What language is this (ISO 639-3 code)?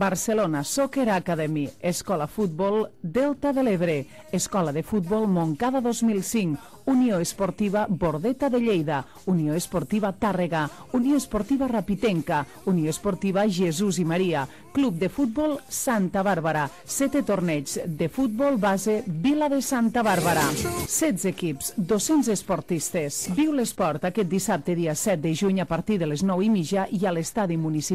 cat